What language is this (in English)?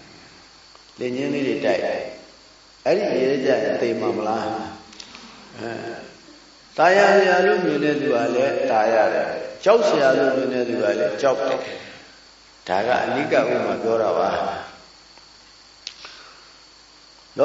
Burmese